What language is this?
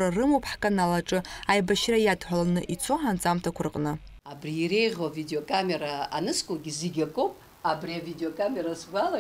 Abkhazian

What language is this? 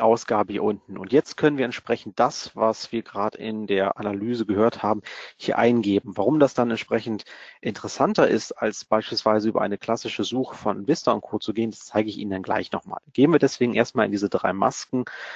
German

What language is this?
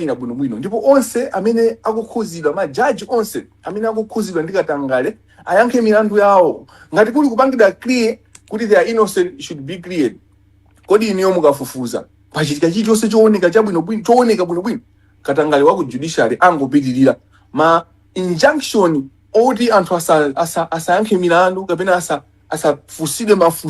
Nyanja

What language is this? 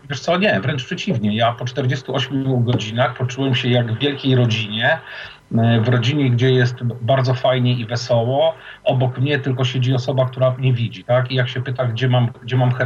Polish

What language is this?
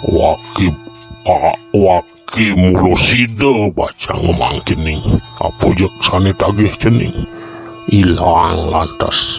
Balinese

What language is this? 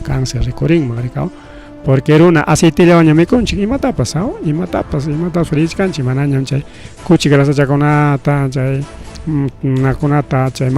Ayacucho Quechua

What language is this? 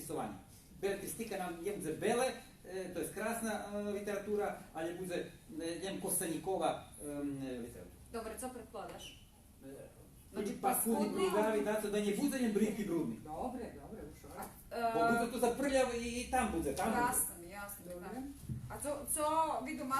Rusyn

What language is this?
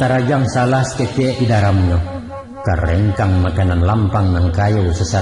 Minangkabau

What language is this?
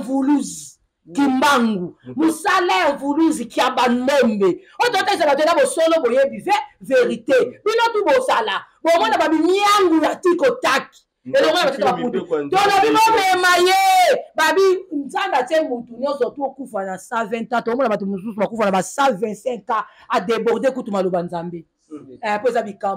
Lingala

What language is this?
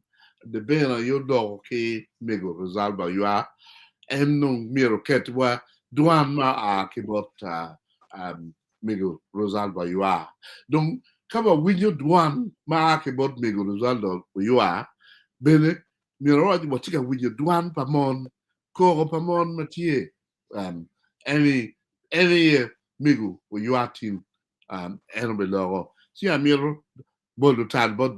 Acoli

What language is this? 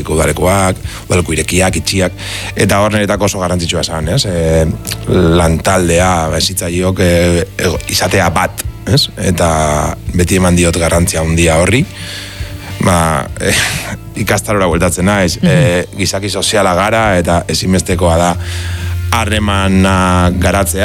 Basque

